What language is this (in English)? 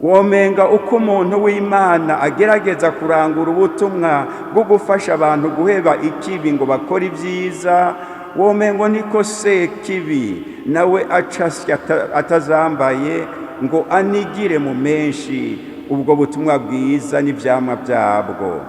Rundi